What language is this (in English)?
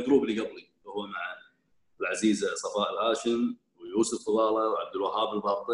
Gulf Arabic